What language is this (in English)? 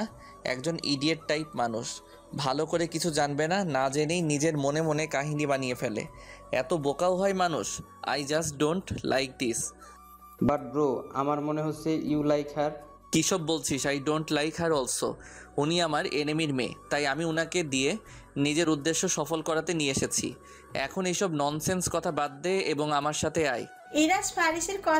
Bangla